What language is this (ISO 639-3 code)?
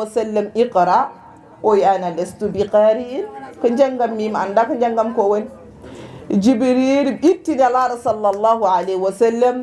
ful